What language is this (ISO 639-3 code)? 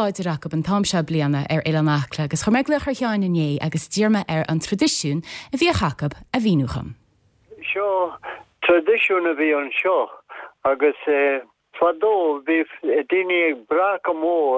gle